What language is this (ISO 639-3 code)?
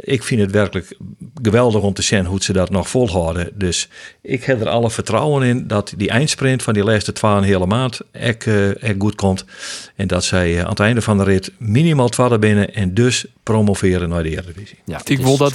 fry